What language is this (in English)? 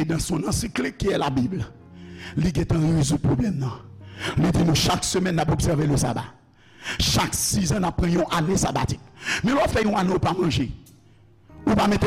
Haitian Creole